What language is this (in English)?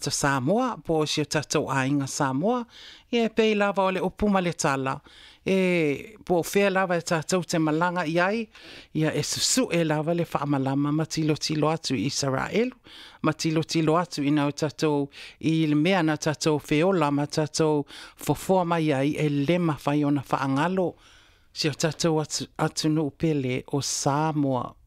Samoan